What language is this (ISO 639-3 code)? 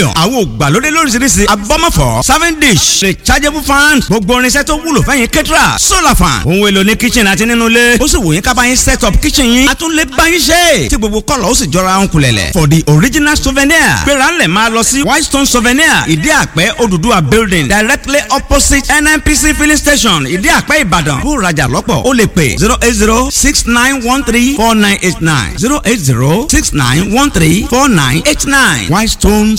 yor